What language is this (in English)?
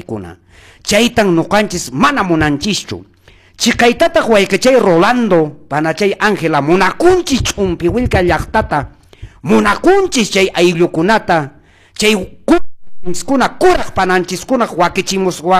Quechua